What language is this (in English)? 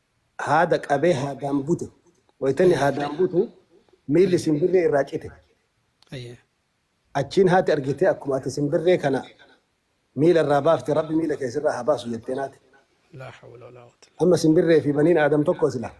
Oromo